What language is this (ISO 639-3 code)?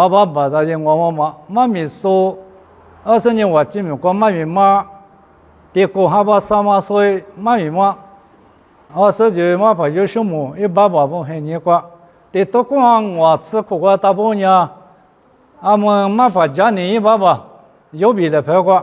lis